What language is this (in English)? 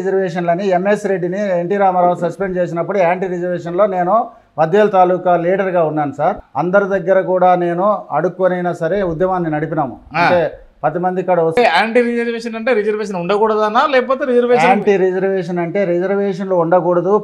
Telugu